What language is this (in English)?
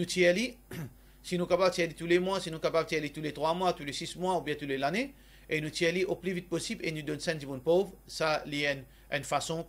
Morisyen